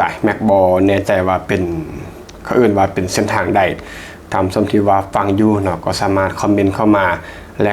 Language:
Lao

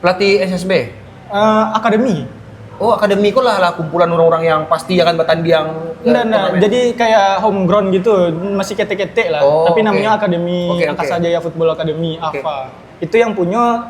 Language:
Minangkabau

